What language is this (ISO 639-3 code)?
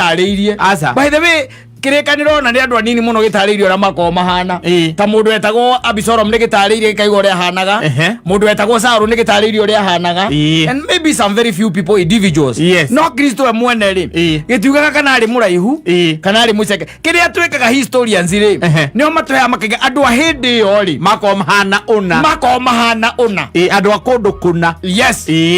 kik